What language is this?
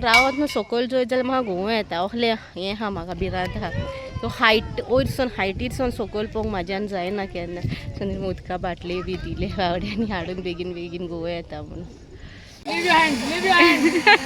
Konkani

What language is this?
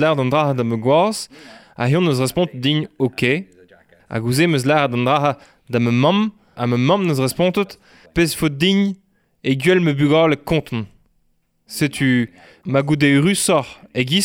Breton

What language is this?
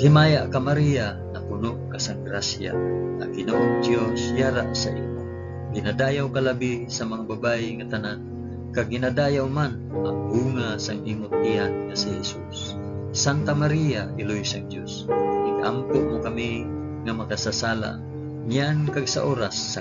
Hiligaynon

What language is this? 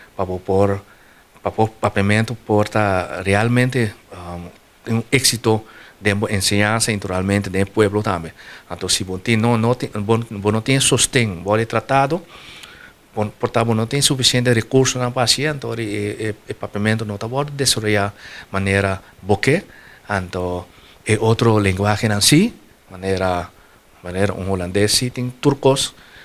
Papiamento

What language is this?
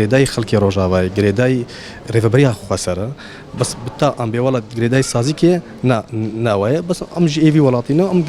Kurdish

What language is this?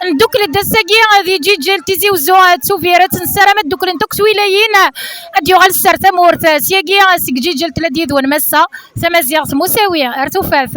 Kabyle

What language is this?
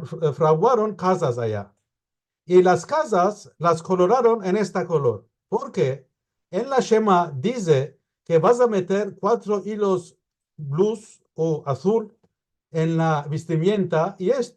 Ladino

